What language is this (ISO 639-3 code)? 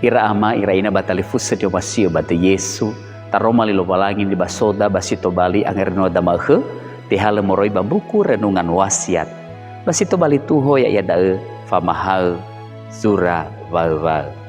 nia